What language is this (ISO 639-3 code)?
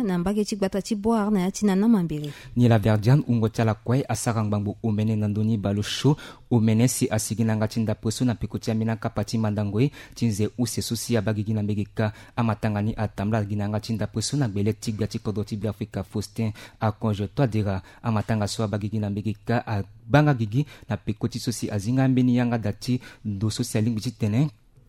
sag